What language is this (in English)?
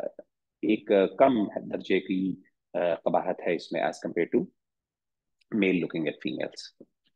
Urdu